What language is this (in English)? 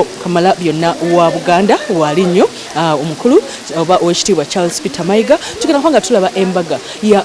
Ganda